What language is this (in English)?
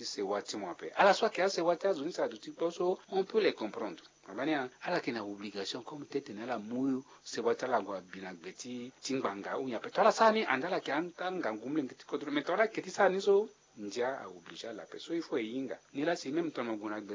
Sango